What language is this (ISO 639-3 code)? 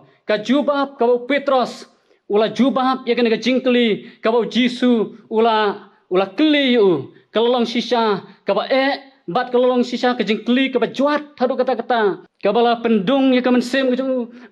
kha